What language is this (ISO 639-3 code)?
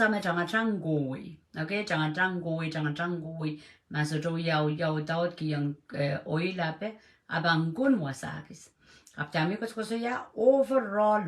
pon